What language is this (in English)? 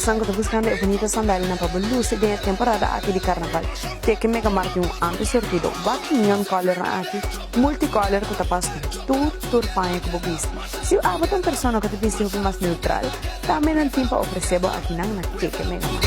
Papiamento